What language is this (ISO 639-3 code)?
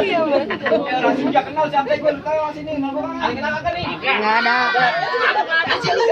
bew